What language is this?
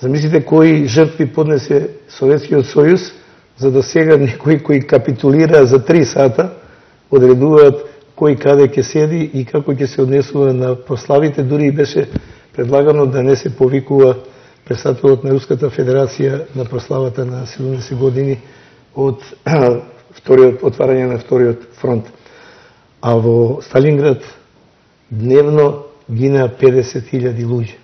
Macedonian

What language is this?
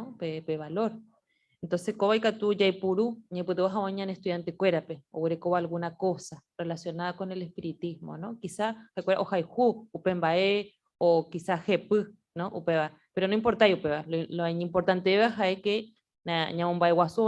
Guarani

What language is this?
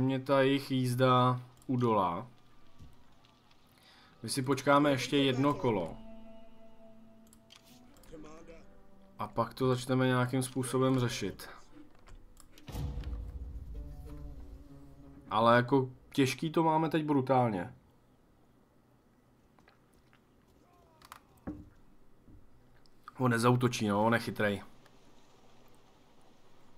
Czech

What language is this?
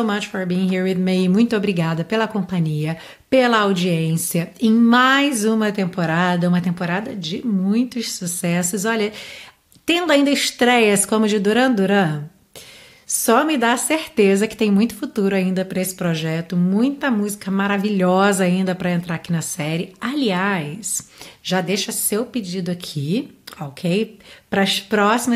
Portuguese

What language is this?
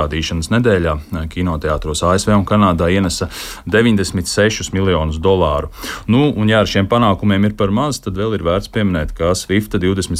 Latvian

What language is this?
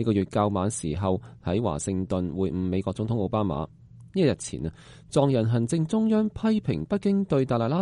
Cantonese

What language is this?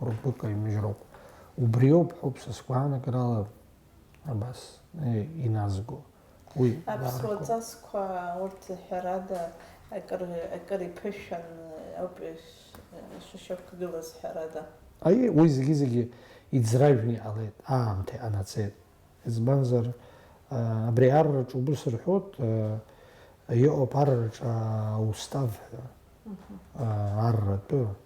Abkhazian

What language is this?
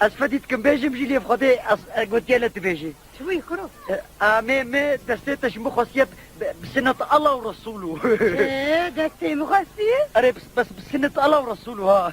Kurdish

